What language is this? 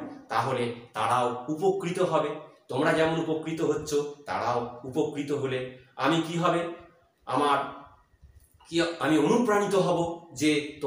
Bangla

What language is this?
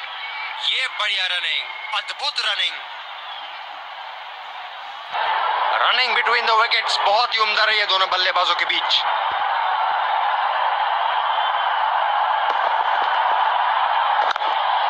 Hindi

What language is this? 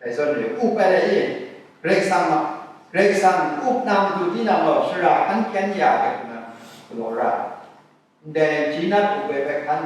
Kachin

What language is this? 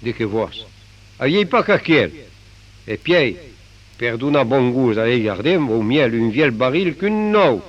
Occitan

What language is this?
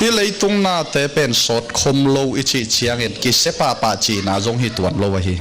Tedim Chin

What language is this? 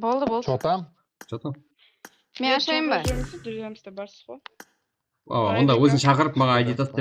Kara-Kalpak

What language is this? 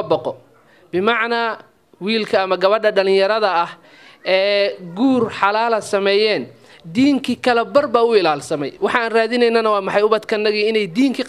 Somali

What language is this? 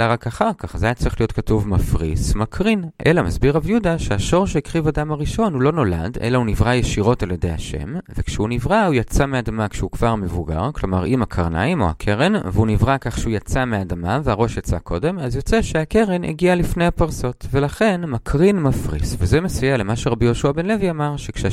Hebrew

